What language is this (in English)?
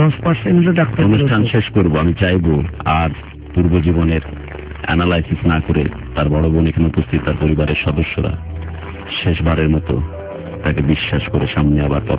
Bangla